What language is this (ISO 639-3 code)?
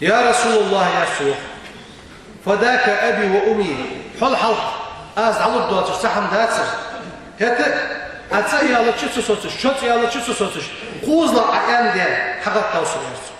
inh